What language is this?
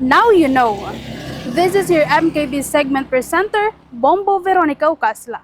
Waray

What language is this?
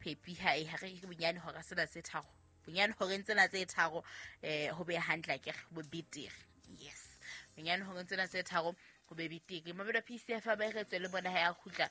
Southern Sotho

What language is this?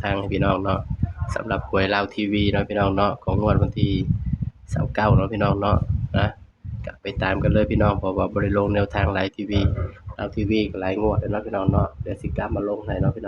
Northeastern Thai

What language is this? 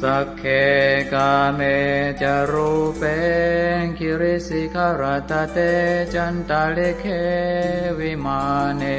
Pali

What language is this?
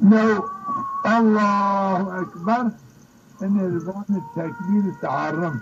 Zaza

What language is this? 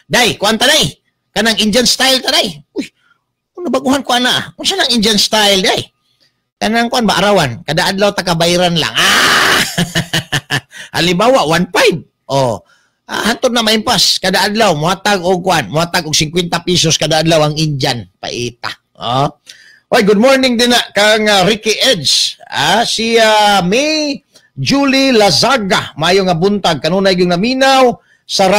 Cebuano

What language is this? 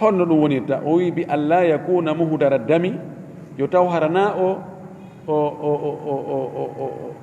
Fula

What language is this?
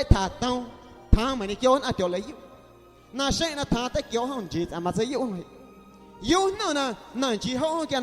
Guerrero Amuzgo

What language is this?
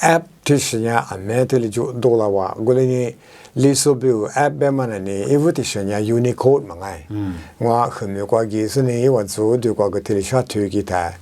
Lisu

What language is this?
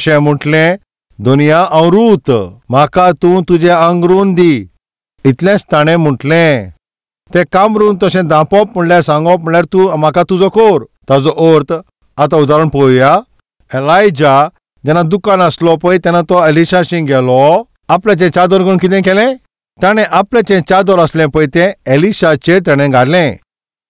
Konkani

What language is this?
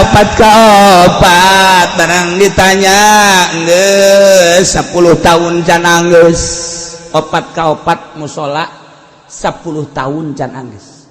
Sundanese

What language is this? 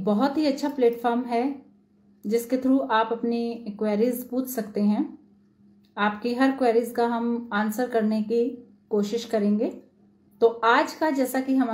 Hindi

